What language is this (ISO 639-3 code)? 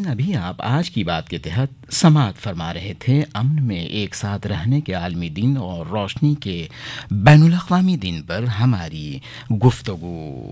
urd